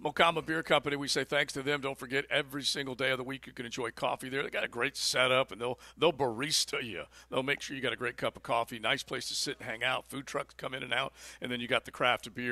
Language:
English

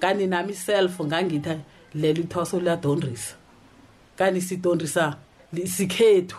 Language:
South Ndebele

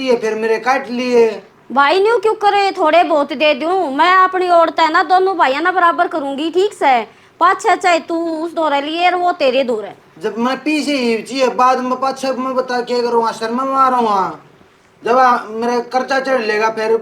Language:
Haryanvi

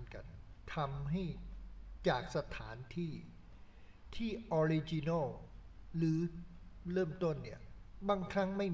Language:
Thai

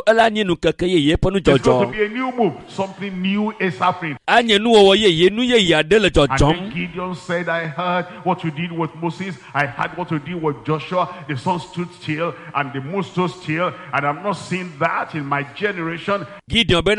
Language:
Ewe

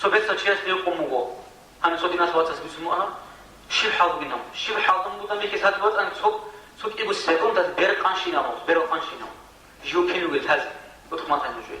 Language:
Avaric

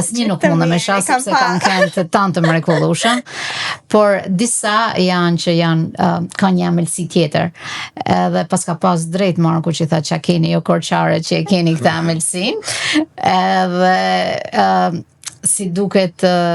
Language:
Albanian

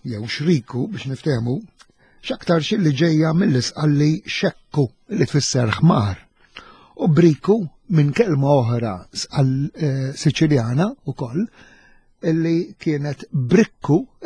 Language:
Maltese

